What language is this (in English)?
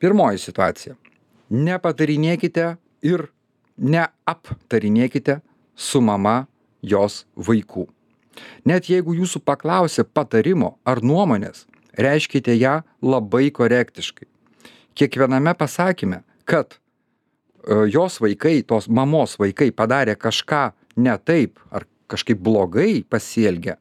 Lithuanian